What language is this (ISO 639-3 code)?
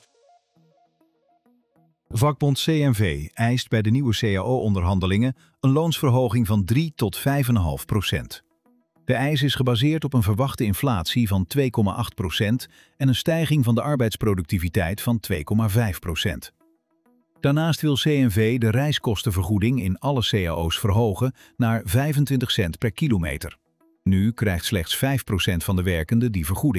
nld